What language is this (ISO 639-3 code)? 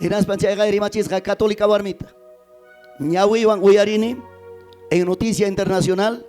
quy